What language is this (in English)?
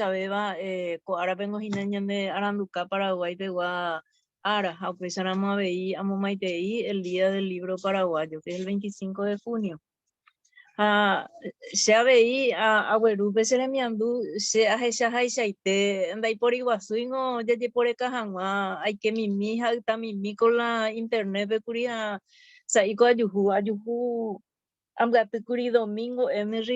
Guarani